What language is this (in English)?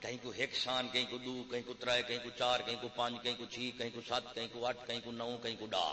Saraiki